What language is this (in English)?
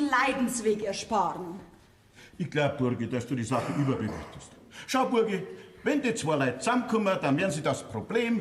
Bavarian